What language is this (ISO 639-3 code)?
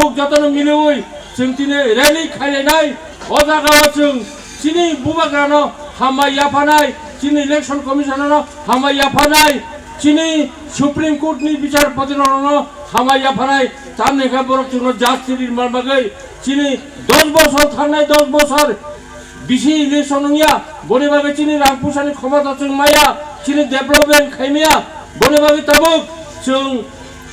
trp